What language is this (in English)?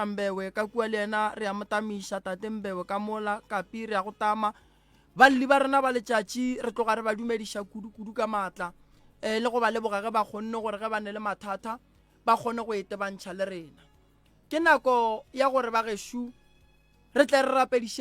Northern Sotho